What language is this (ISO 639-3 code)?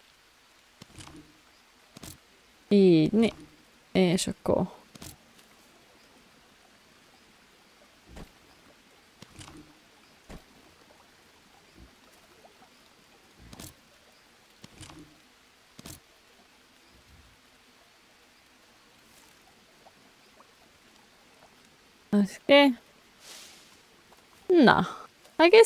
hun